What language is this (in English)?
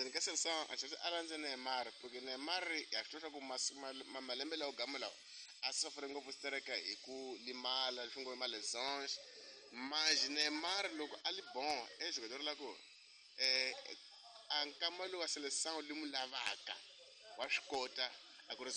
Tsonga